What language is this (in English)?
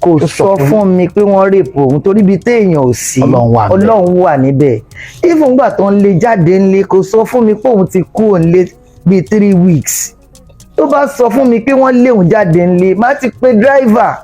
Yoruba